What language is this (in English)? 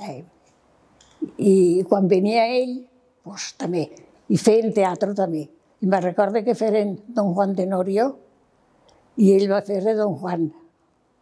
Catalan